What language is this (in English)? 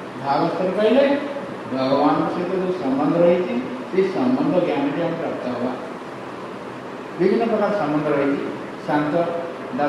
Odia